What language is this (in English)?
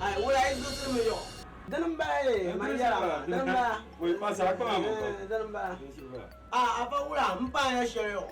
Dagbani